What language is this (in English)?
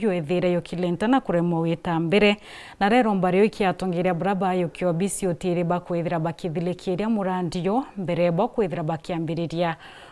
Meru